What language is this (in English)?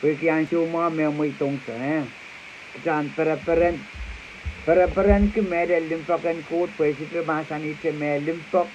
Pohnpeian